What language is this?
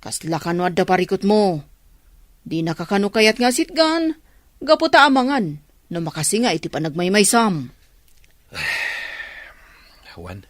Iloko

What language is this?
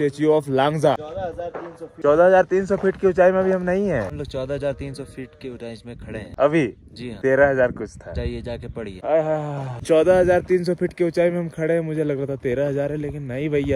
Hindi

